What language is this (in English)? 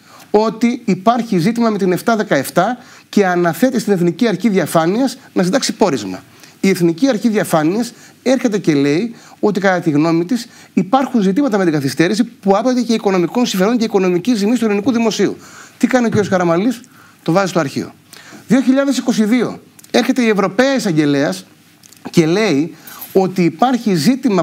Greek